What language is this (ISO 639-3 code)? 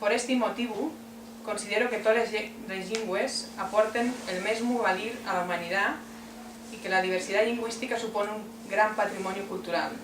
ast